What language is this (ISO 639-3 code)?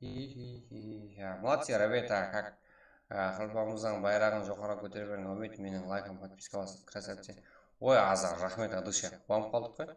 kaa